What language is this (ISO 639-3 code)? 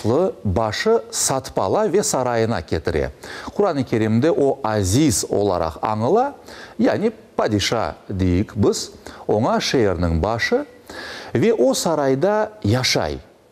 crh